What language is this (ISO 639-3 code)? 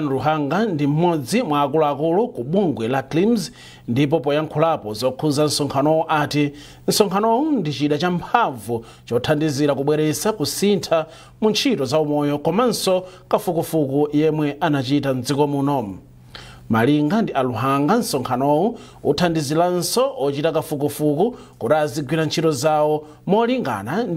nya